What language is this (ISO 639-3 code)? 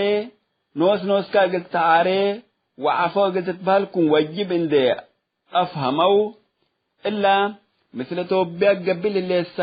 tig